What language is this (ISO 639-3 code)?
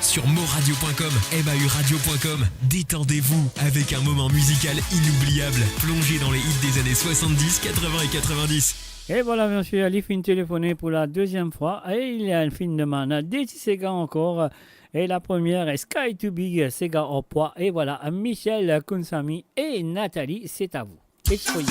mfe